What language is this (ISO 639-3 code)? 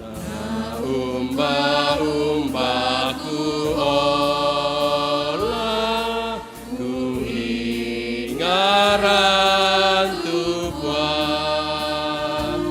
sda